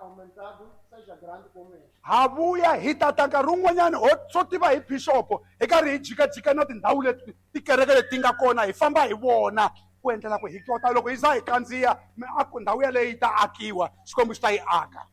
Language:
Tsonga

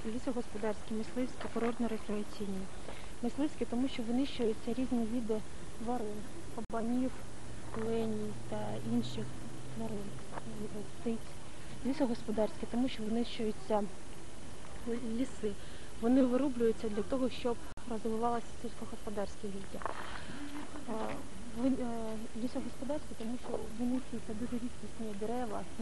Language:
Ukrainian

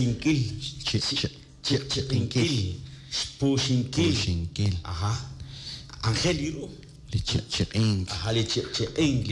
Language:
Kekchí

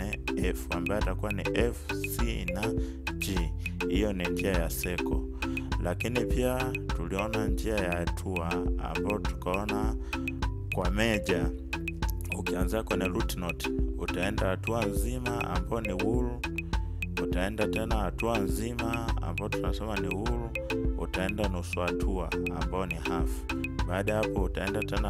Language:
Swahili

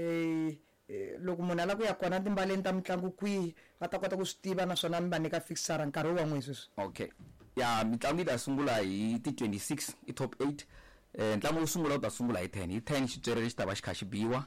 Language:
Tsonga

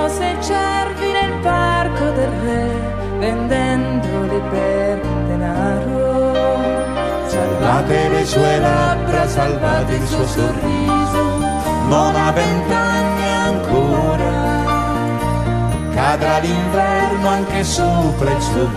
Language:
Italian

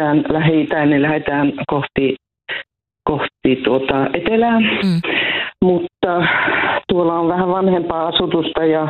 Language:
Finnish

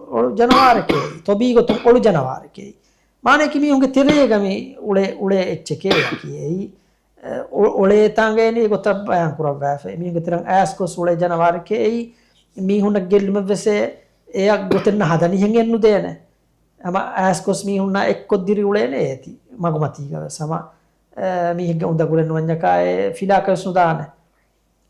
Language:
Divehi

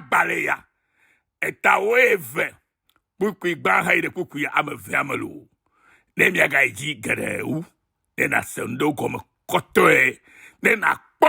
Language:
Ewe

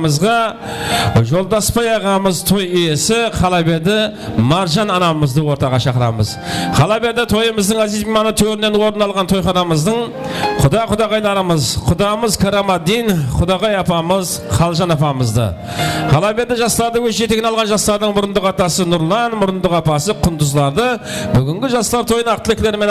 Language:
Kara-Kalpak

